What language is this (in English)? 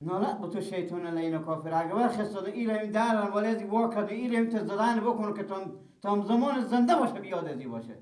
Persian